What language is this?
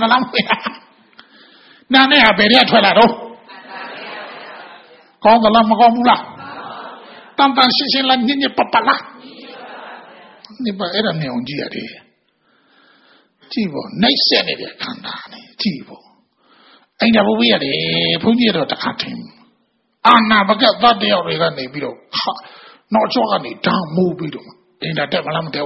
Burmese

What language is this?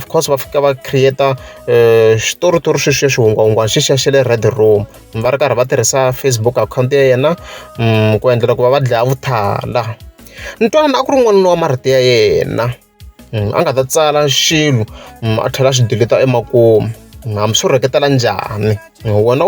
Tsonga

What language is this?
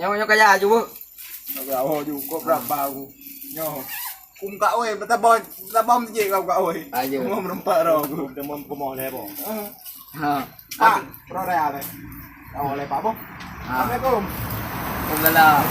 Achinese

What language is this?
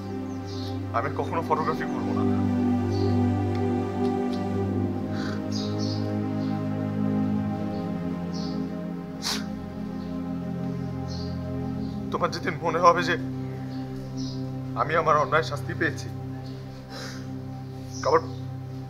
Bangla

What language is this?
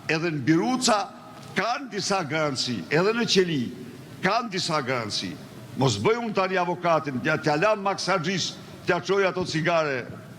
Albanian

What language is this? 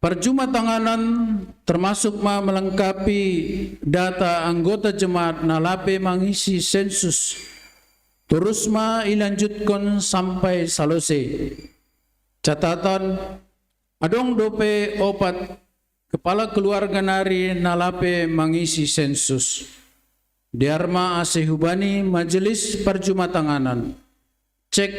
Batak Simalungun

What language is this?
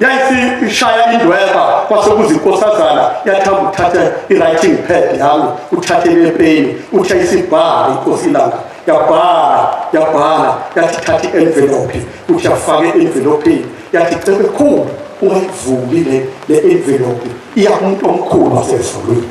Zulu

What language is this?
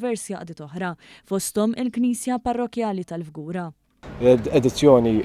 Maltese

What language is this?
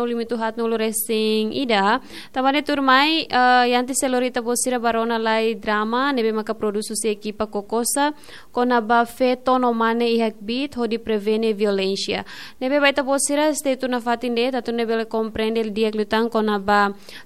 Tetum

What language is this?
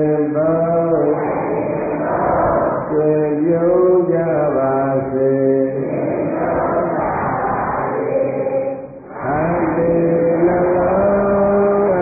Burmese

